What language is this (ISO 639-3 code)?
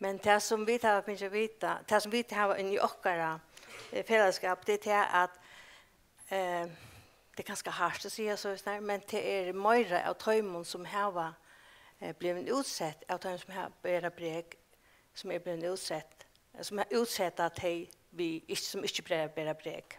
fao